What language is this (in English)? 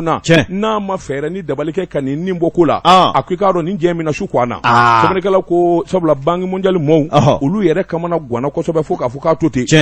Bambara